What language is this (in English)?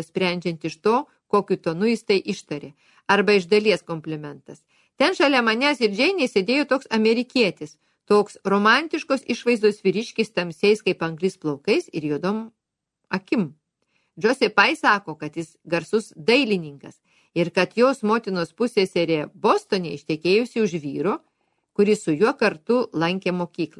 Lithuanian